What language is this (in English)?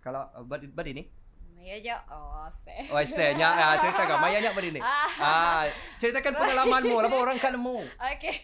Iban